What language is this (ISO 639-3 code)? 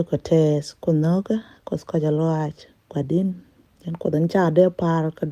nus